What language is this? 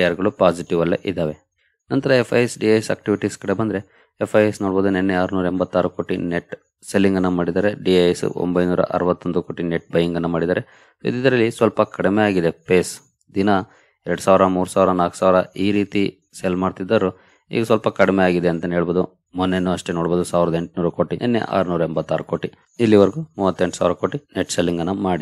Kannada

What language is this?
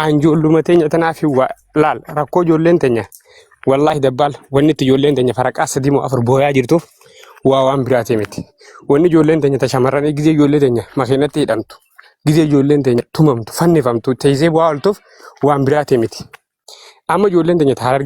Oromo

